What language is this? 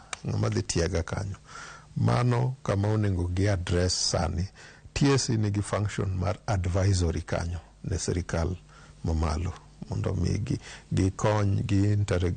Luo (Kenya and Tanzania)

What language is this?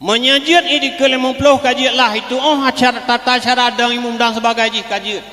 Achinese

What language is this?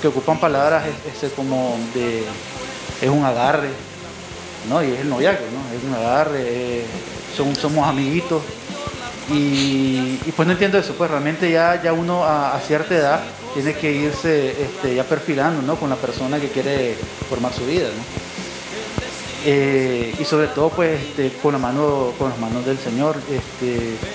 Spanish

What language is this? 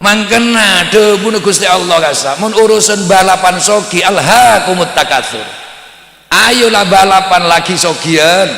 Madurese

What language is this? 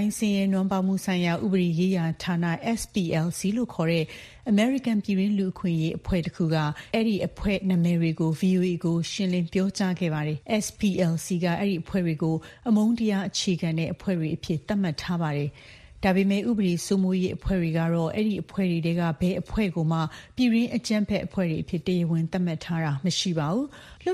Burmese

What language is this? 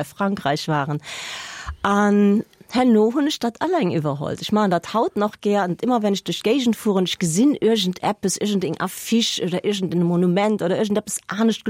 Luxembourgish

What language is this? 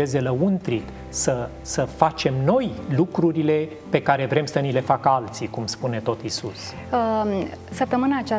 Romanian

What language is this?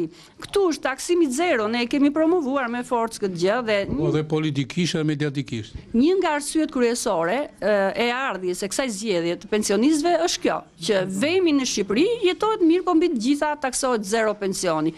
Albanian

